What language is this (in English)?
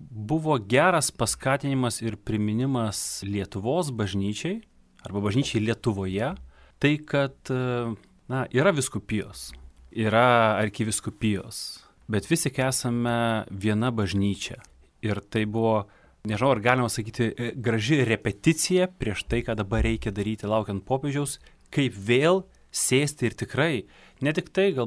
Lithuanian